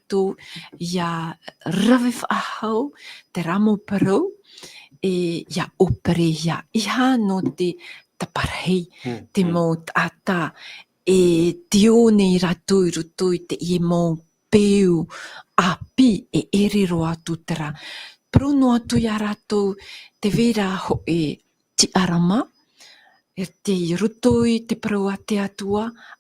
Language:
Tahitian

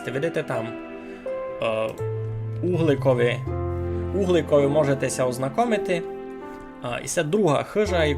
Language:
Rusyn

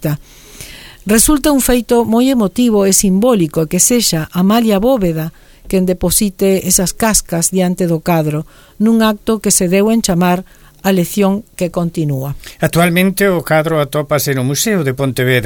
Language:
Galician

